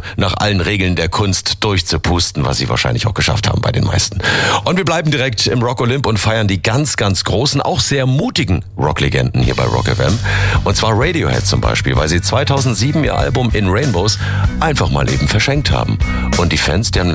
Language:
German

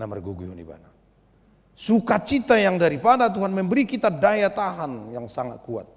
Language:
Batak Toba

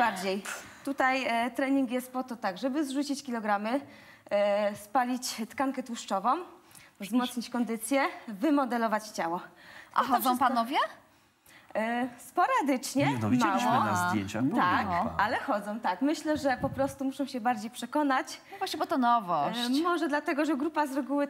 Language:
Polish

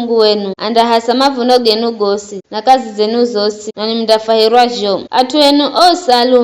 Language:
Giryama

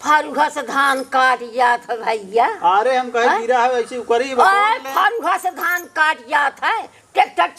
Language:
Awadhi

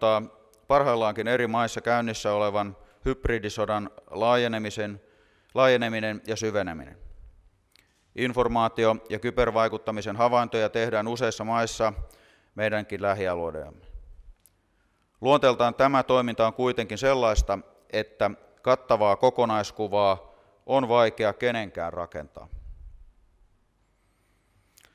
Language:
Finnish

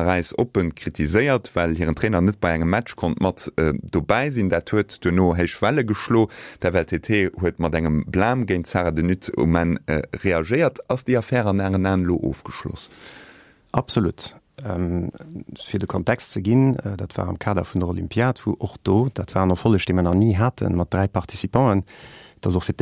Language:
Luxembourgish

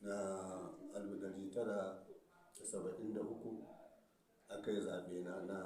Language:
Hausa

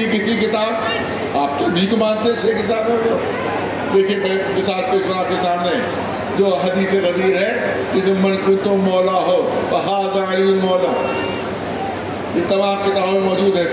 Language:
Urdu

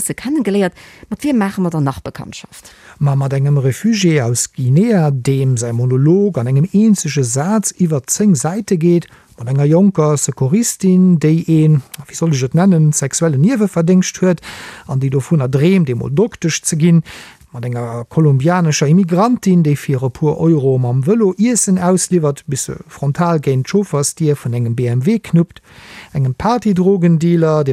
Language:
Luxembourgish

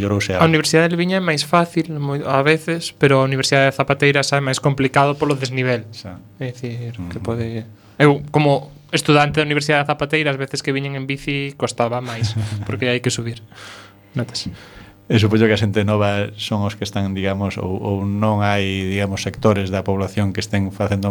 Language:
Galician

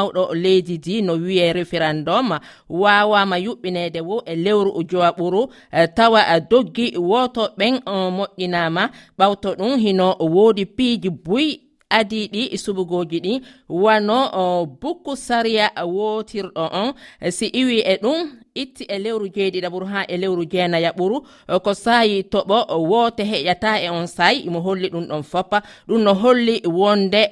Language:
Nigerian Fulfulde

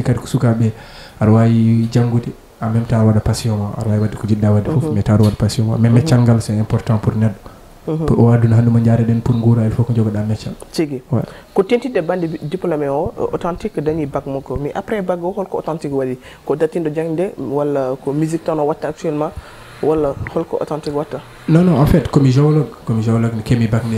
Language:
Fula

